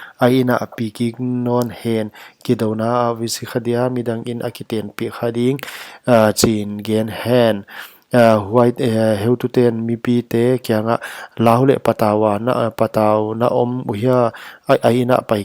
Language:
Paite Chin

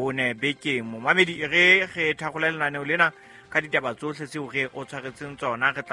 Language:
Southern Sotho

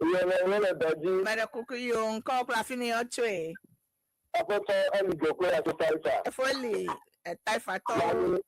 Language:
Ewe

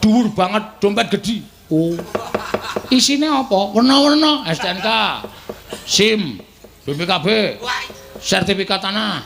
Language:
Javanese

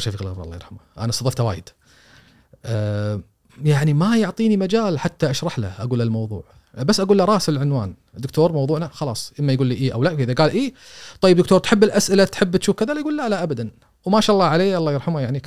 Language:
Gulf Arabic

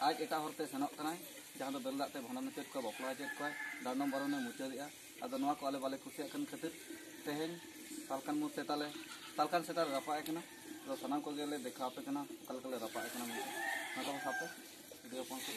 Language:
Santali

